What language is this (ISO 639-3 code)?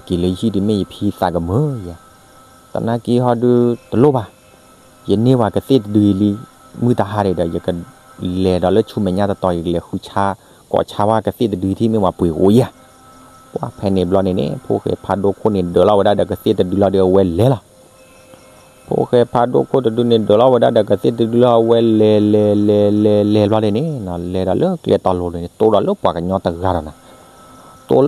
ksw